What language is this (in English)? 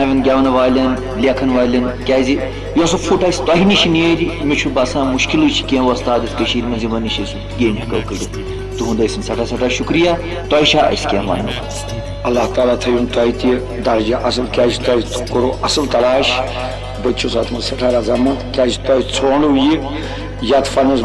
Kashmiri